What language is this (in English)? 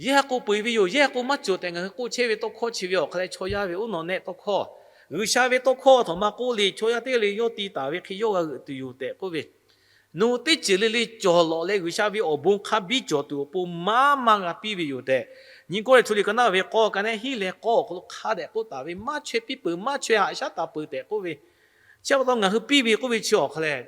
Lahu